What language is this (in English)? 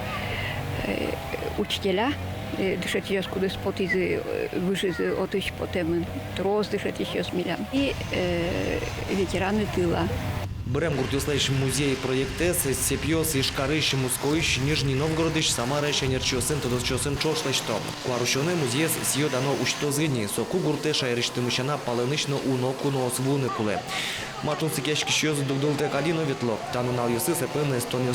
Udmurt